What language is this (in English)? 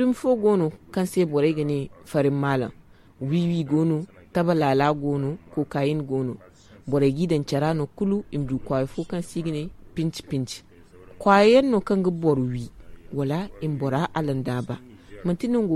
Zarma